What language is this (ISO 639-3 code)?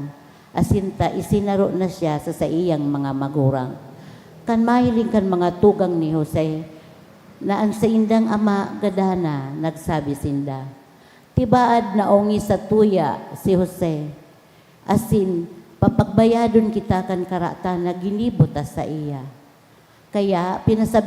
bik